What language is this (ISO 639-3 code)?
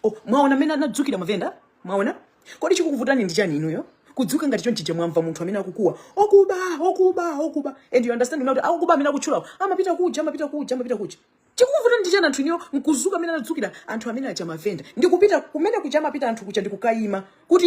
nya